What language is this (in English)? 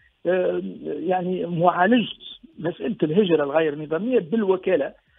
Tunisian Arabic